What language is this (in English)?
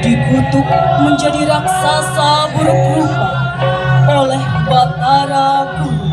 Balinese